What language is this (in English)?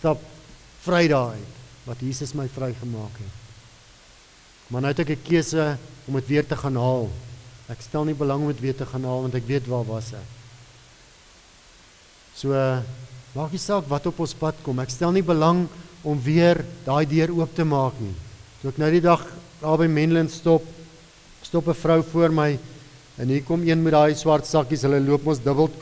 Afrikaans